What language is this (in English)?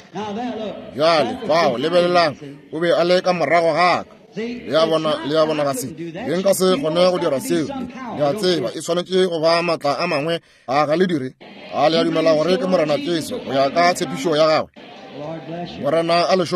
Northern Sotho